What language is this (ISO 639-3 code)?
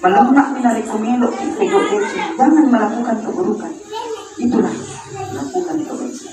bug